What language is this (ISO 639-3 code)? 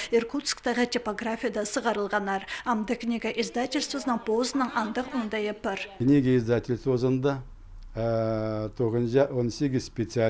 kjh